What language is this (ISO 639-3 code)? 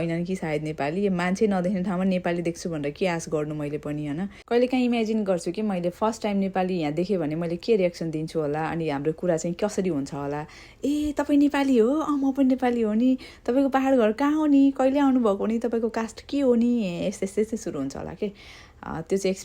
nep